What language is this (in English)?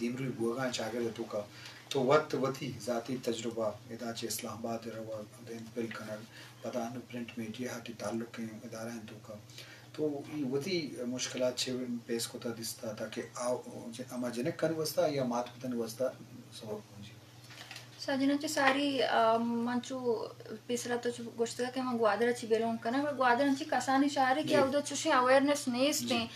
Eastern Balochi